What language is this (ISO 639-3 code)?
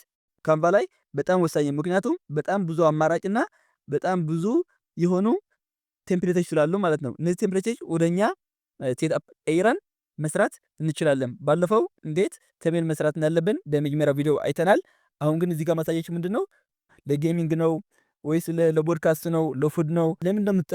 amh